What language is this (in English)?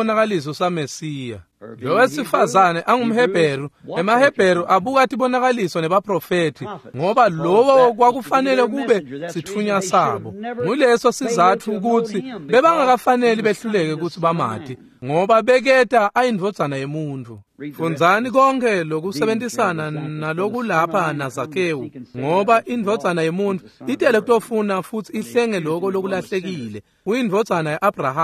Swati